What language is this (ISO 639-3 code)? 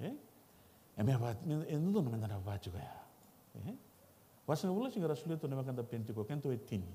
fij